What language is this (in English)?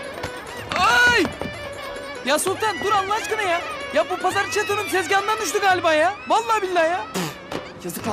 Turkish